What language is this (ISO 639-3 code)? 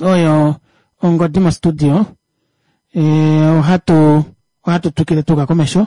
kua